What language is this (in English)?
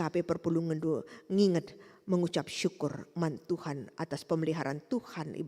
Batak Karo